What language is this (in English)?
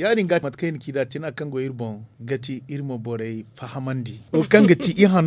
Zarma